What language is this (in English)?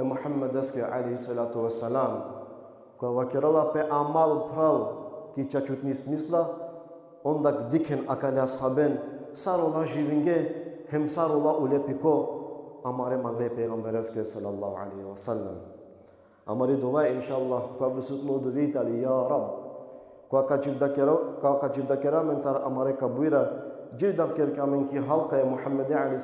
Balkan Romani